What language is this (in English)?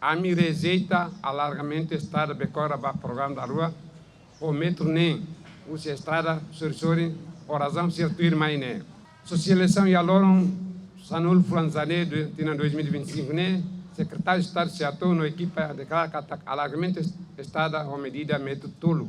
Tetum